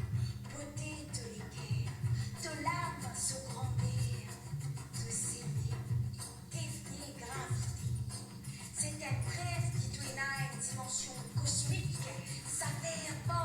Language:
Morisyen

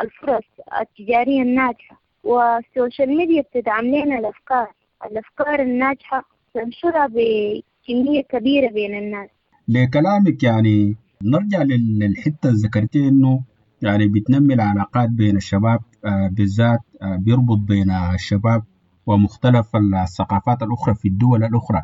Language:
Sudanese Arabic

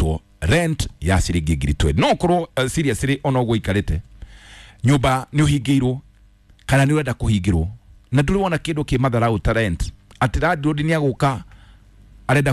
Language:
Kikuyu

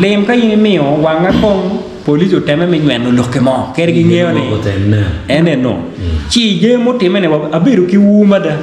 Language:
Acoli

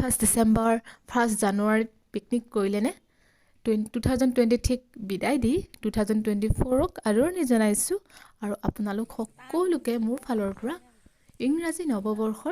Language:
Assamese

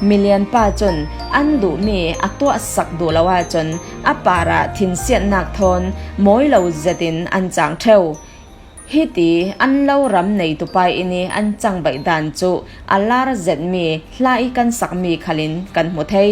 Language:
Falam Chin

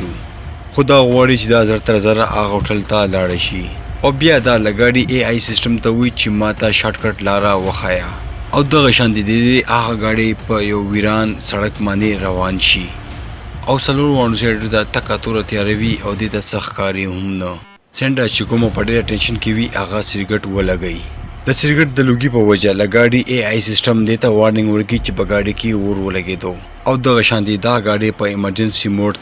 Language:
Pashto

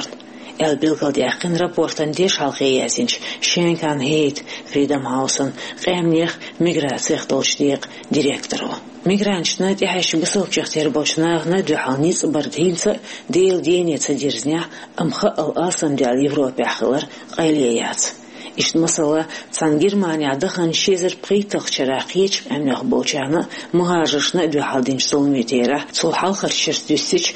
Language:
Chechen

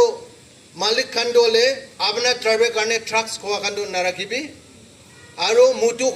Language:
Naga Pidgin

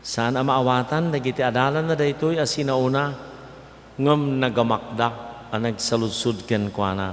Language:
Iloko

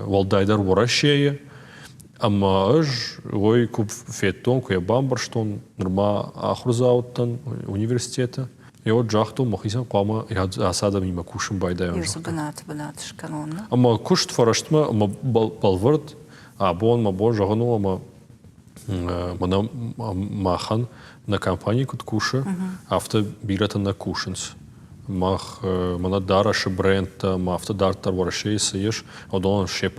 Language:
Ossetic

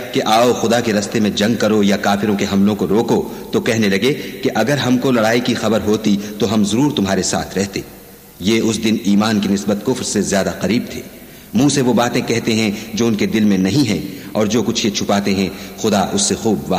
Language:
Urdu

